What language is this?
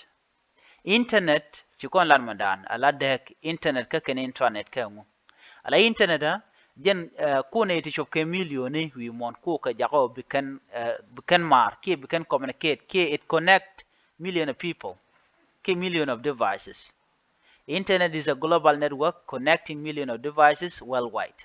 Nuer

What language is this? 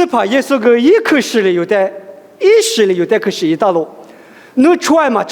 Lisu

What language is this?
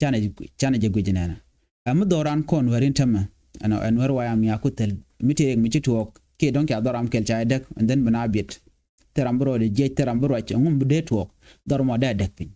Nuer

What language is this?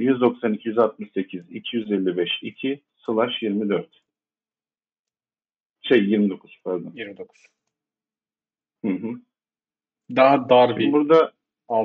Turkish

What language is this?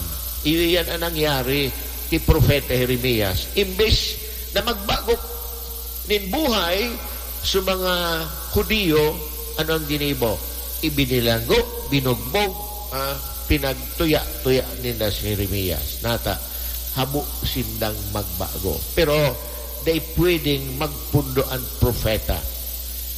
Bikol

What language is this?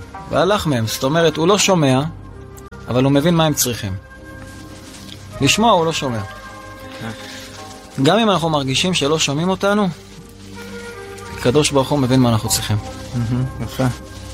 Hebrew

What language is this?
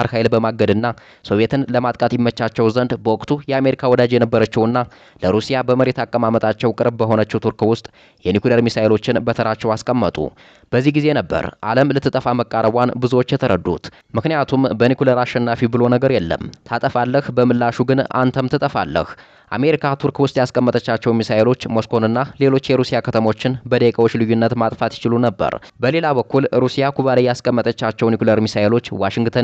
Amharic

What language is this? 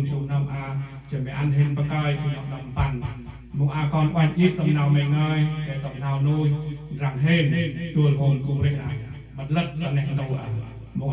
Central Mnong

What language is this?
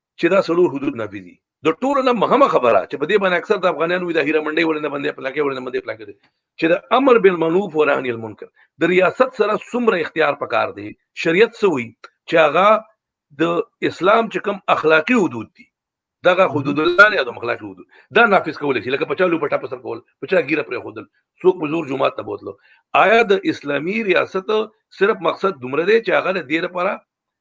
Pashto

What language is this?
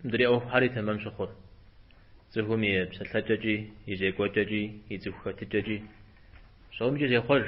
Kabardian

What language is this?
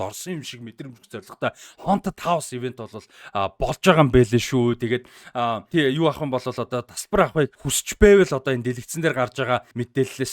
Mongolian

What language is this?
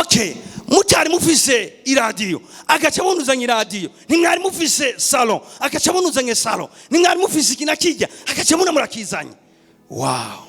Rundi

